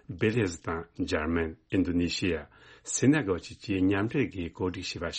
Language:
Tibetan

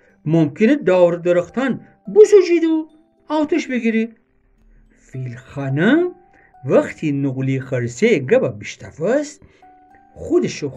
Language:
Gilaki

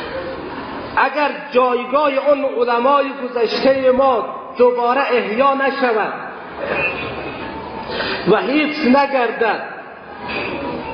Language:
Persian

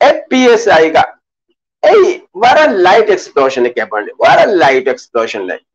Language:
Divehi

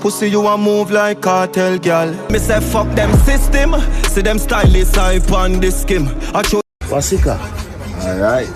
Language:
Jamaican Creole English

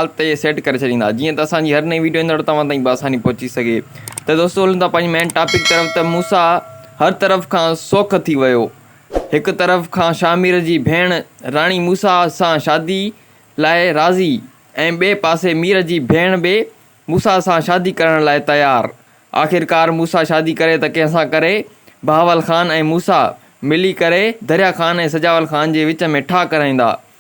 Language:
Sindhi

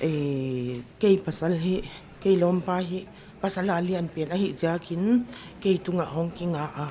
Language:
Paite Chin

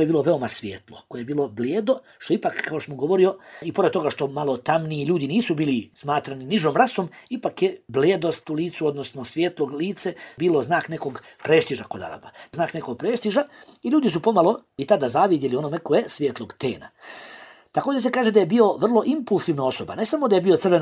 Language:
Bosnian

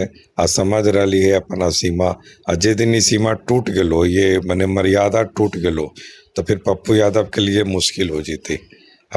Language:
Magahi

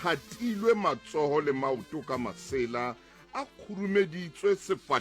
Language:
Southern Sotho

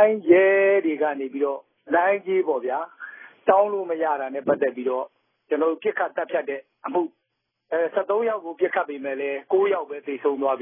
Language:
Burmese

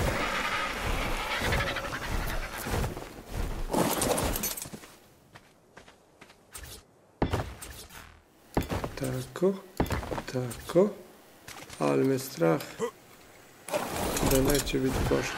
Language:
Croatian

